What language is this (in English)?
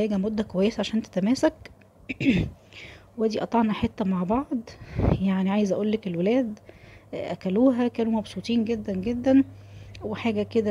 Egyptian Arabic